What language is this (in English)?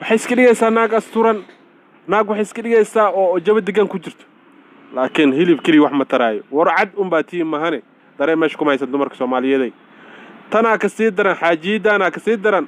Somali